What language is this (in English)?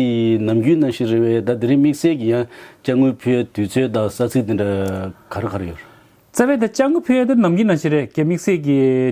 Tibetan